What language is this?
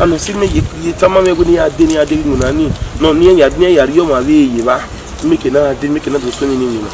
Bini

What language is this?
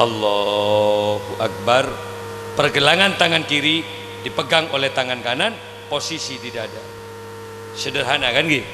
Madurese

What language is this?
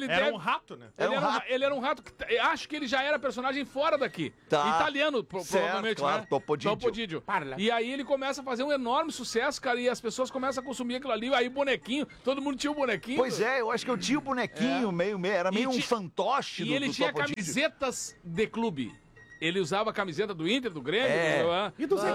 Portuguese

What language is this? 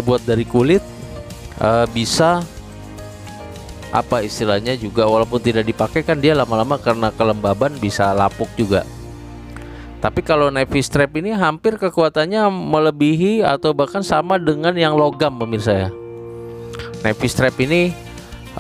Indonesian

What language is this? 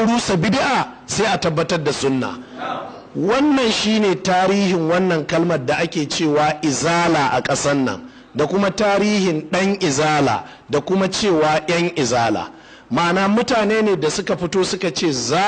Hausa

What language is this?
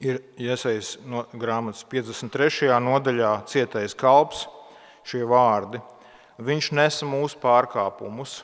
Latvian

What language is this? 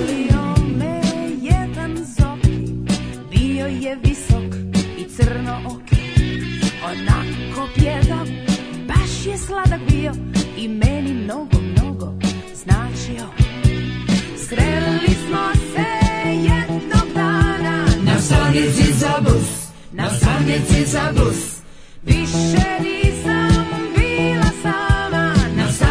Serbian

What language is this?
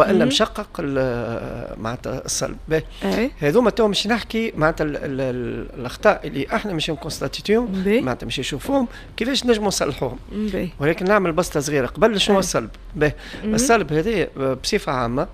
Tunisian Arabic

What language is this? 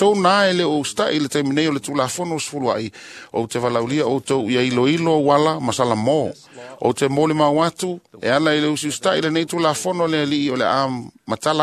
Samoan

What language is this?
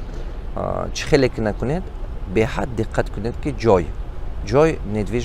Tajik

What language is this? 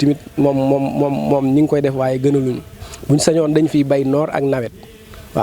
Wolof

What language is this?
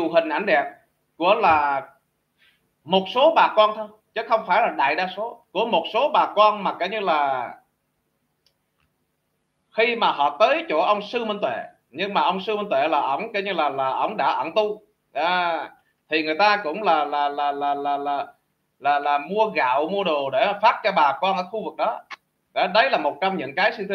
Vietnamese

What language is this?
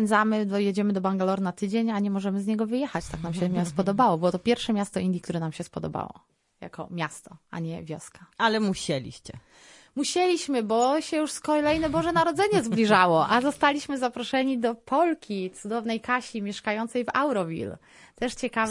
Polish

